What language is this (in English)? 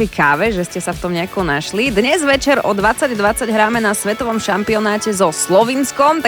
Slovak